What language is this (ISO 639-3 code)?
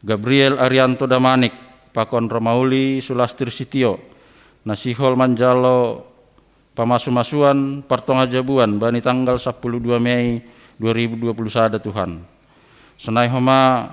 bts